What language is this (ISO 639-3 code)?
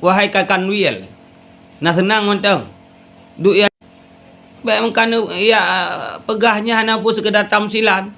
ace